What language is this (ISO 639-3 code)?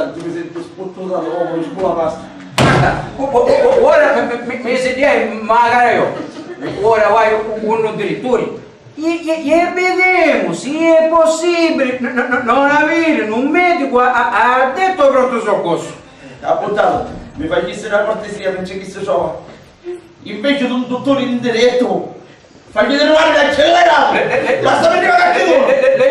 scn